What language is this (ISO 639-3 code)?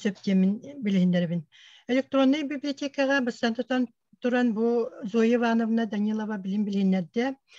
sah